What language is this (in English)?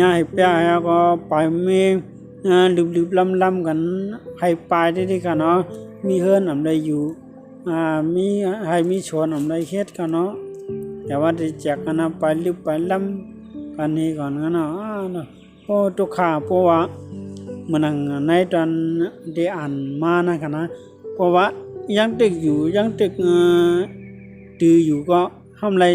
Shan